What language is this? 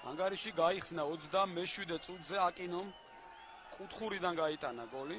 Georgian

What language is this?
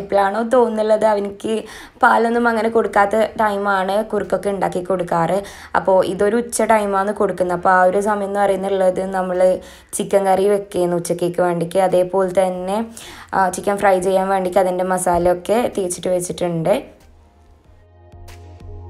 Malayalam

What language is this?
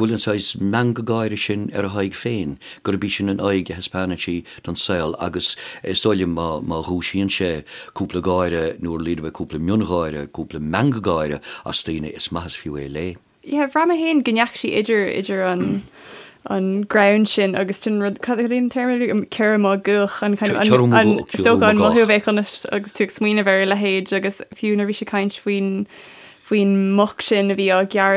Irish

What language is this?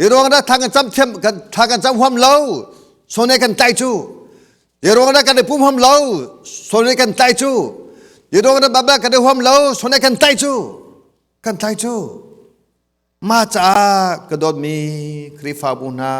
Hakha Chin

